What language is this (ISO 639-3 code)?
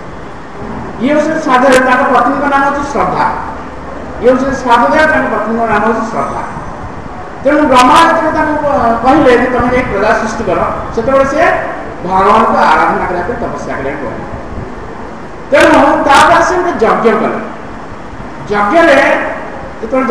ori